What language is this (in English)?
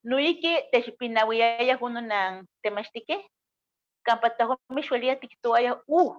Eastern Huasteca Nahuatl